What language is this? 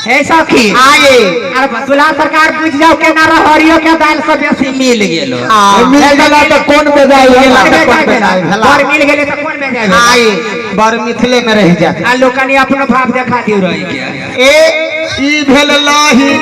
Maithili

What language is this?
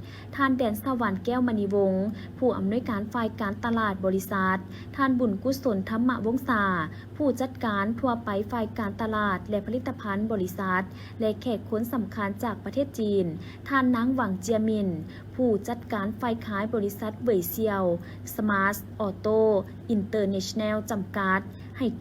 Lao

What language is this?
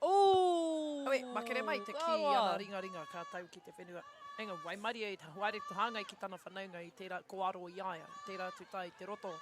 Māori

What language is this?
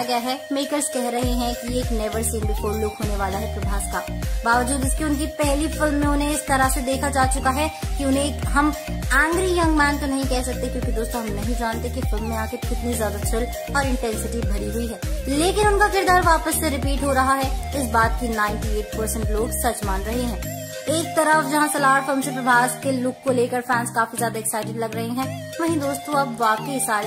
Hindi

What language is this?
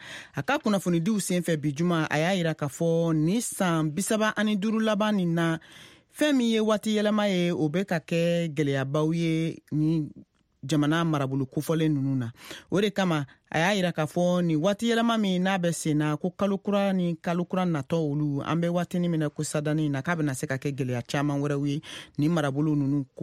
Bambara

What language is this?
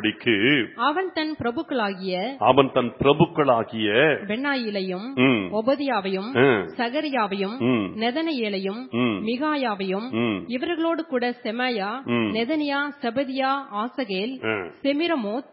Tamil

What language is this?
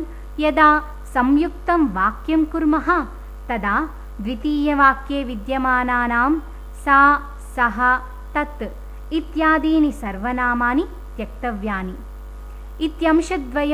Sanskrit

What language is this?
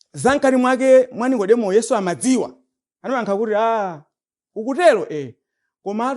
Nyanja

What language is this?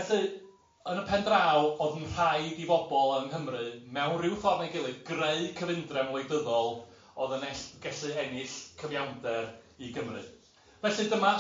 Welsh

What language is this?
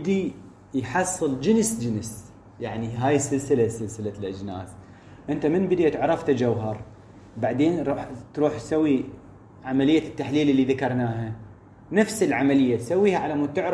Mesopotamian Arabic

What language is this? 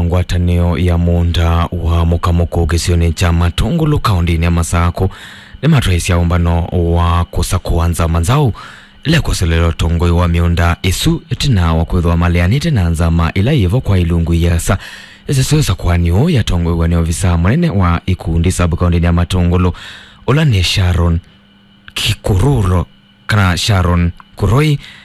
Kamba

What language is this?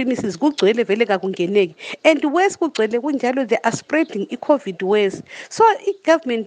North Ndebele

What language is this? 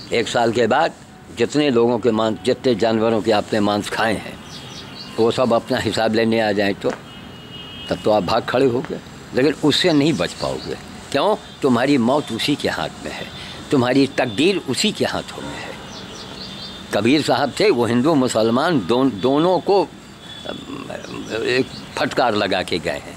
Hindi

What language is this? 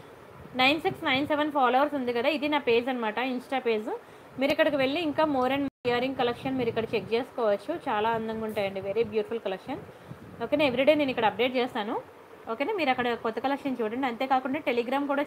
Telugu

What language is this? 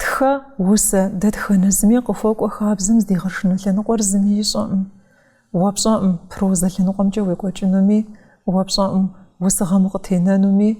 Kabardian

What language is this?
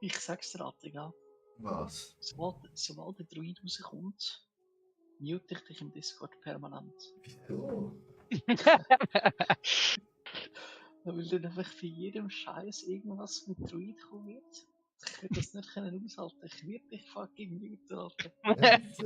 Swiss German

